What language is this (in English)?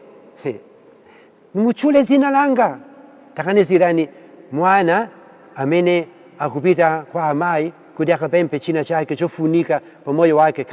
Nyanja